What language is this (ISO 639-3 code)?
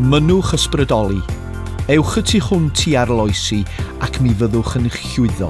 cym